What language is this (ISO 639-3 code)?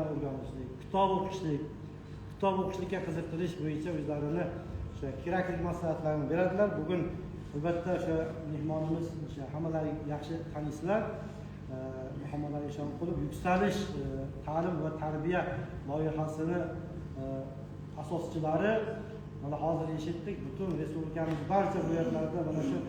uzb